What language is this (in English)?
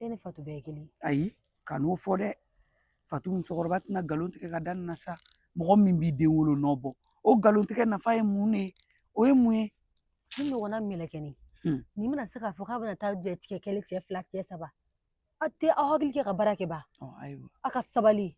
Bambara